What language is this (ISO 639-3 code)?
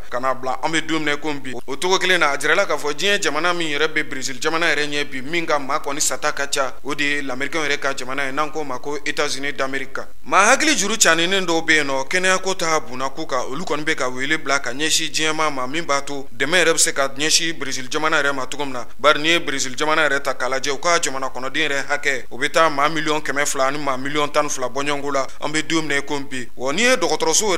bam